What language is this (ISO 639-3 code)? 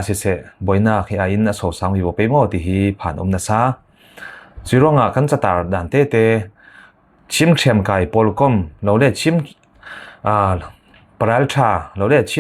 cfm